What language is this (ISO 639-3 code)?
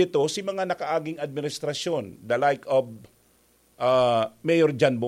bik